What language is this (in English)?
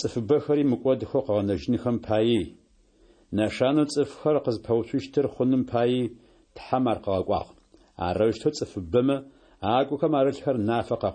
Adyghe